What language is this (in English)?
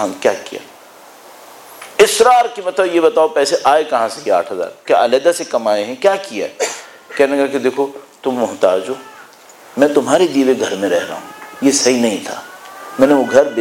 Urdu